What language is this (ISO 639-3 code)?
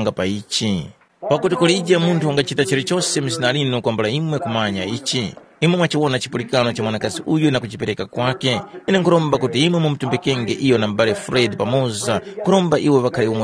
tum